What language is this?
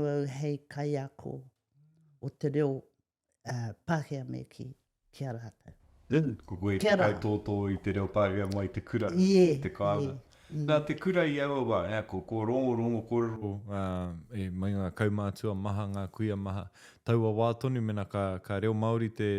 Māori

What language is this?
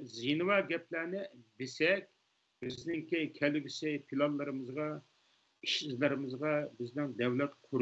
Uyghur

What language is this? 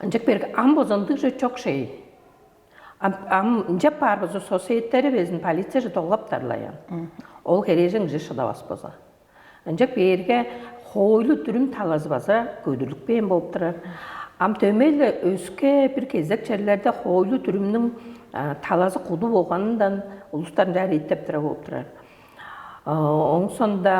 Tuvinian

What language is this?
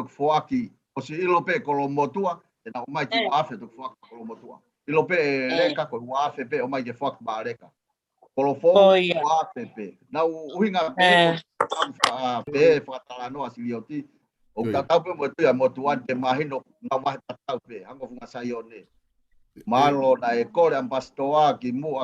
Tongan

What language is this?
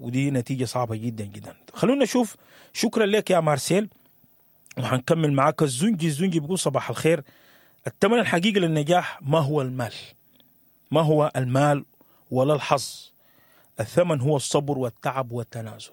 Sudanese Arabic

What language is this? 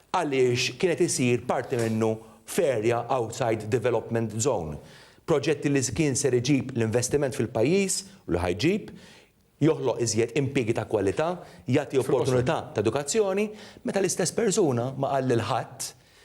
Maltese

